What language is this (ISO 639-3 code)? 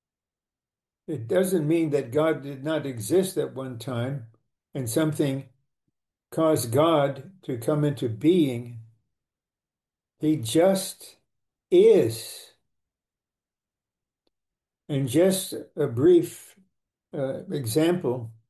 eng